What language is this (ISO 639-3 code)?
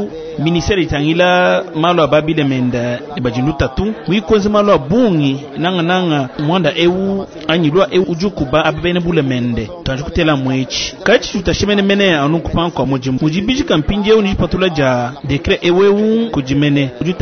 lua